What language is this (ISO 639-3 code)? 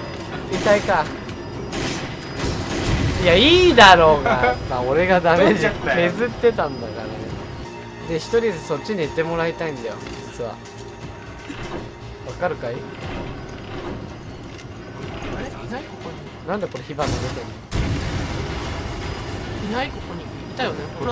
jpn